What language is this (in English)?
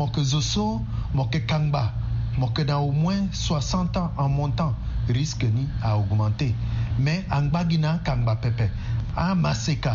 Sango